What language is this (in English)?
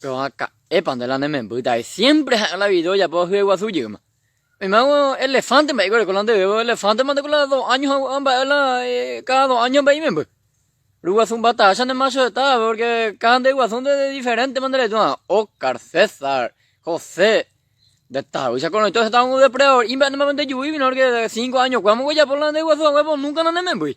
Guarani